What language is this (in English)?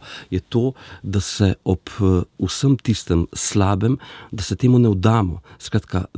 Slovenian